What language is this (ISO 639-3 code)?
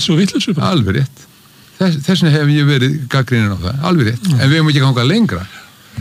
isl